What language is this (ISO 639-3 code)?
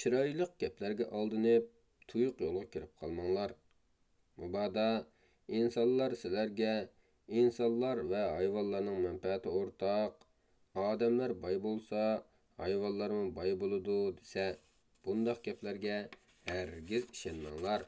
uig